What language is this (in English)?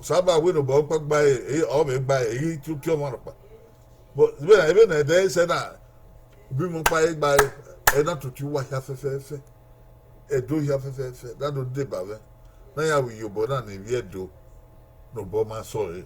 Bini